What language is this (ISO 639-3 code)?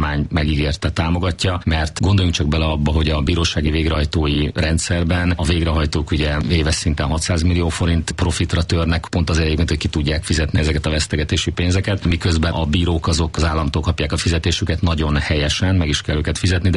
hun